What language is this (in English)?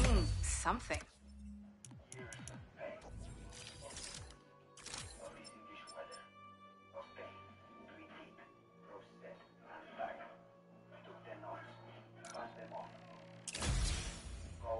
English